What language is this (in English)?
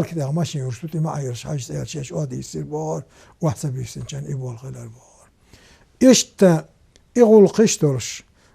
Chechen